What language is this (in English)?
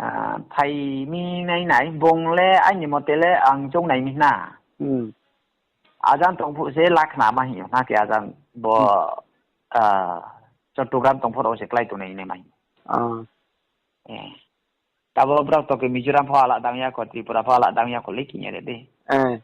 Riang (India)